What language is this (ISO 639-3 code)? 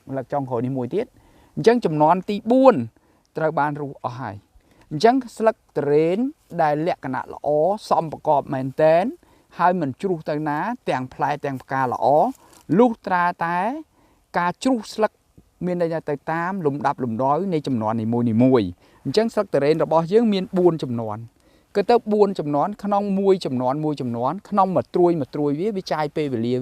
khm